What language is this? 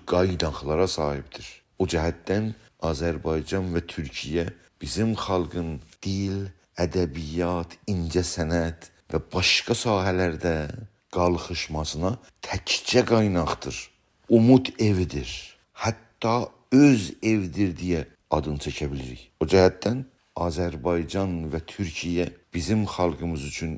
South Azerbaijani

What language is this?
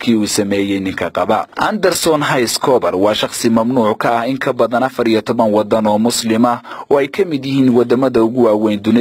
Somali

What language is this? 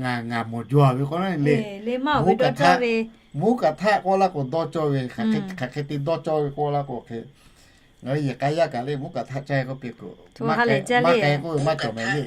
Lahu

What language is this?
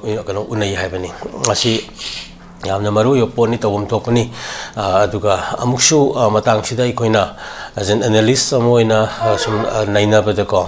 Manipuri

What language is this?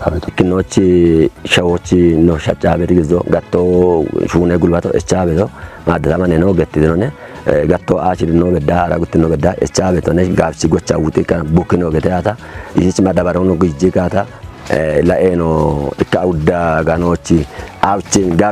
Kafa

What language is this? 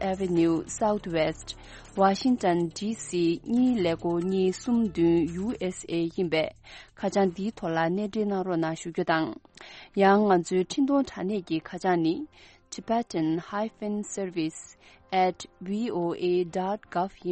Tibetan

